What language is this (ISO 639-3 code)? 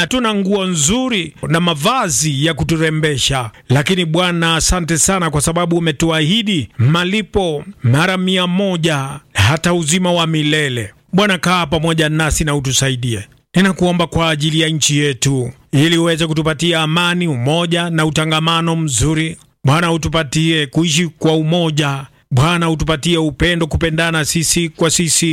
swa